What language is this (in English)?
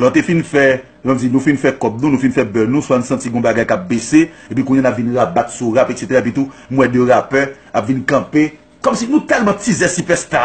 Haitian Creole